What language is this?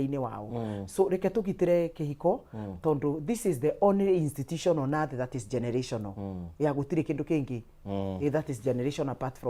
Kikuyu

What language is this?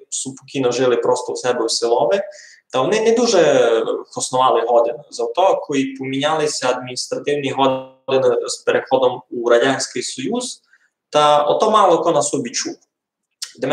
Rusyn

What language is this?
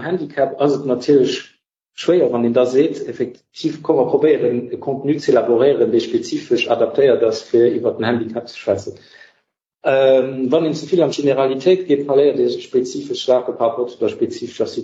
Luxembourgish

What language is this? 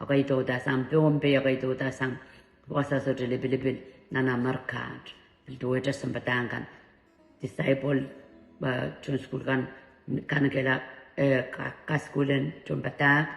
Pohnpeian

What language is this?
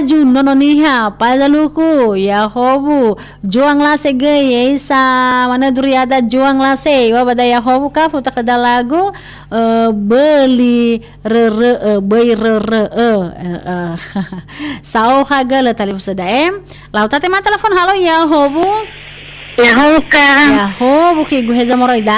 Nias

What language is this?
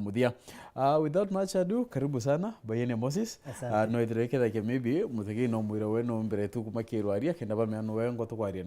Meru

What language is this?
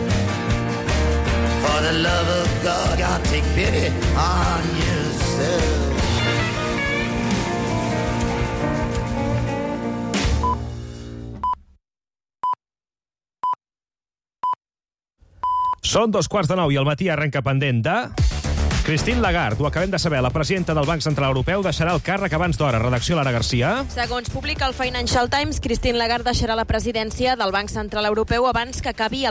Catalan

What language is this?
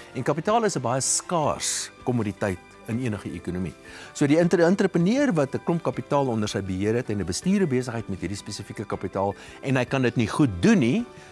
Afrikaans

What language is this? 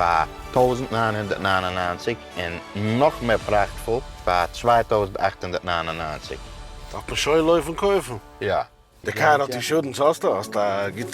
Yiddish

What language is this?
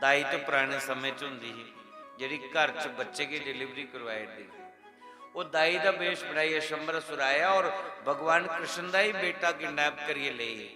Dogri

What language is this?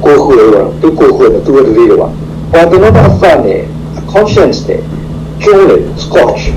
S'gaw Karen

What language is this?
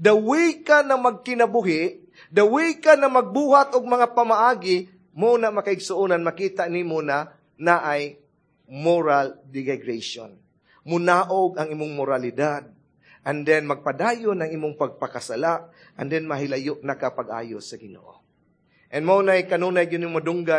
Cebuano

